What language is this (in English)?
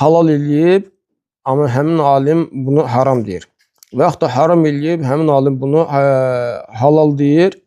Azerbaijani